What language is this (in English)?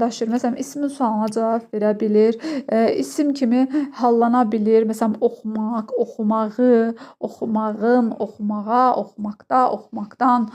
Azerbaijani